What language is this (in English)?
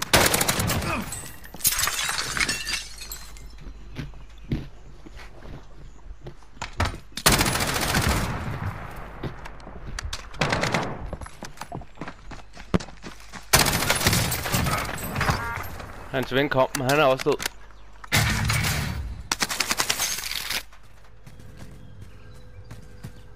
Danish